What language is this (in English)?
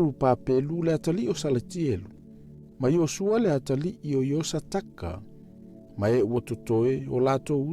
Samoan